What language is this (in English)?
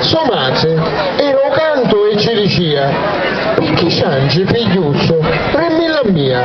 Sicilian